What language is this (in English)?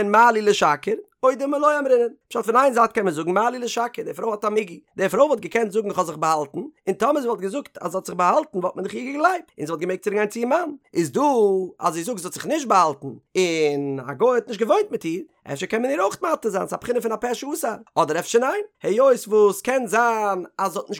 Yiddish